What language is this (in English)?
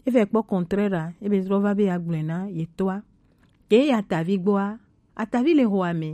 Gen